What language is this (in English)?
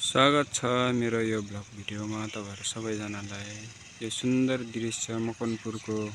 Nepali